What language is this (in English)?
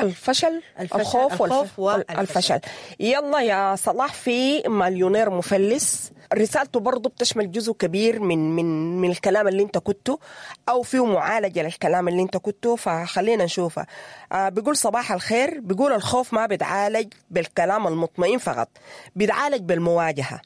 Sudanese Arabic